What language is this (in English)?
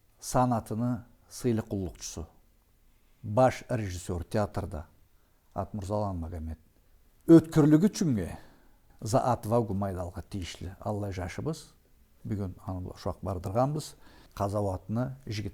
Karachay-Balkar